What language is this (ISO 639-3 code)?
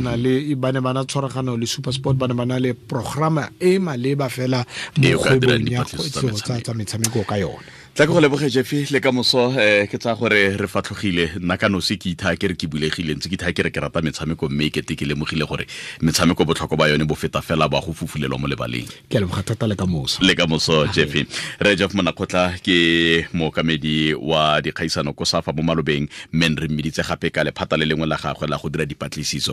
tsn